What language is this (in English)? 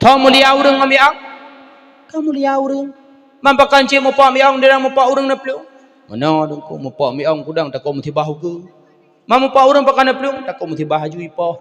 Achinese